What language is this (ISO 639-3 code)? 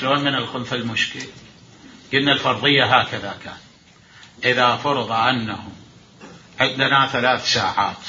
acm